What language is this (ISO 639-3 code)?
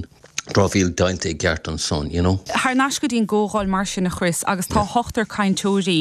gle